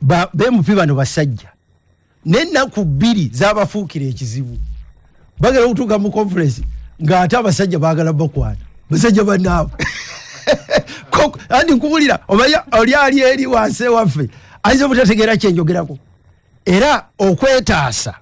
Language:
Ganda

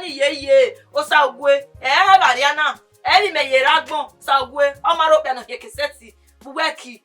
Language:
Bini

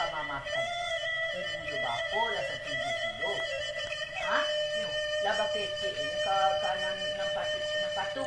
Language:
Minangkabau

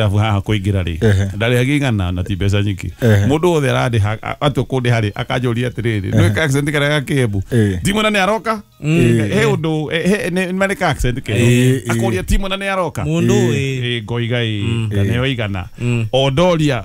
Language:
Kikuyu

